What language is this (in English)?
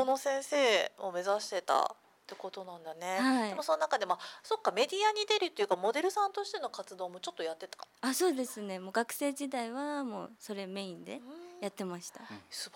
Japanese